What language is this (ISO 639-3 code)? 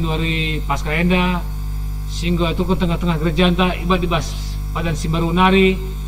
btx